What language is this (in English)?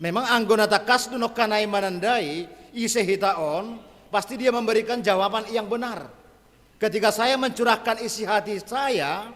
Batak Simalungun